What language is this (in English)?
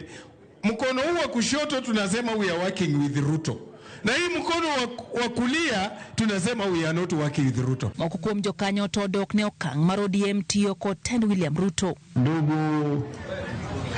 Luo (Kenya and Tanzania)